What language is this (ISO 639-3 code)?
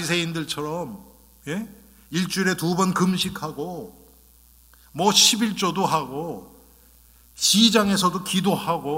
kor